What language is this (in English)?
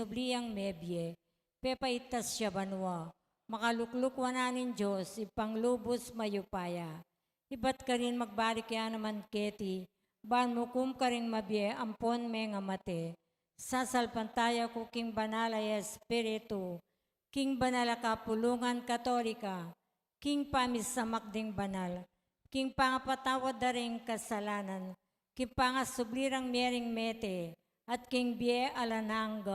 Pampanga